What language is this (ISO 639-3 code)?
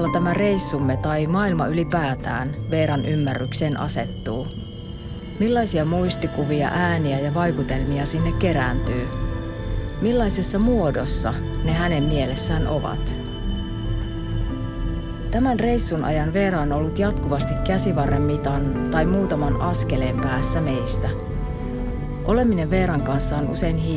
fin